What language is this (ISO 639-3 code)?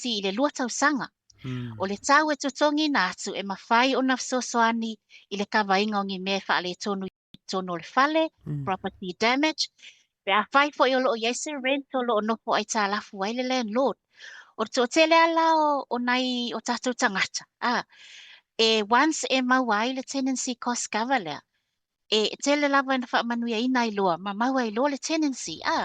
smo